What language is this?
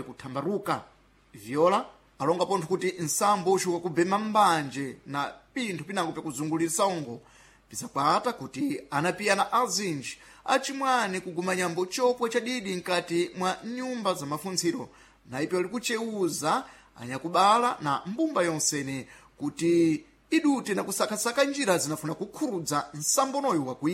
Sena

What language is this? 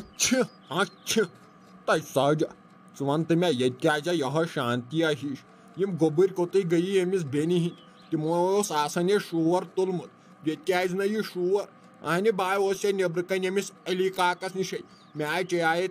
Kashmiri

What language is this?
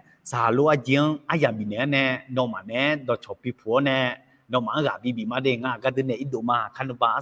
Akha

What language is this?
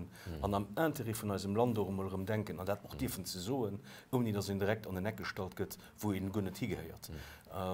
Luxembourgish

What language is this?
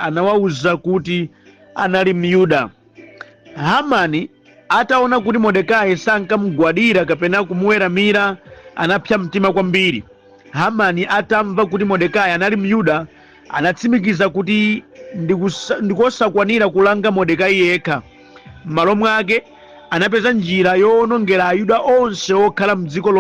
Nyanja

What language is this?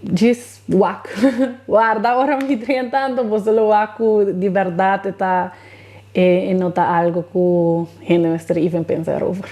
Papiamento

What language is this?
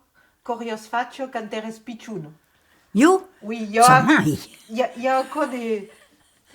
Occitan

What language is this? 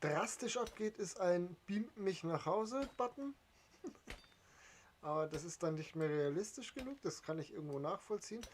Bavarian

